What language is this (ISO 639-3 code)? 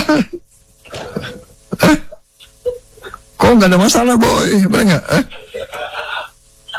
ind